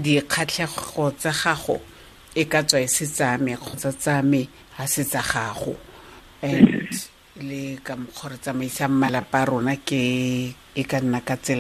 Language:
Tswana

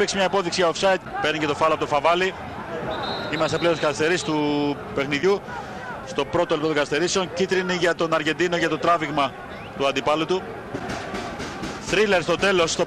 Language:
Greek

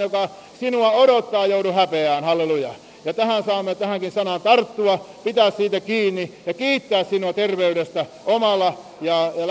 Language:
Finnish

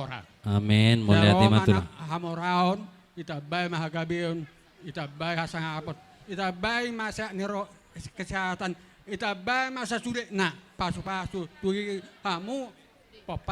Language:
Batak Toba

